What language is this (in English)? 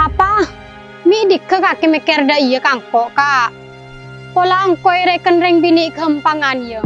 Madurese